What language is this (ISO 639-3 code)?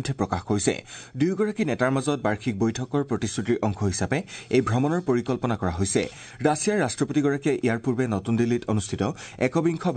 asm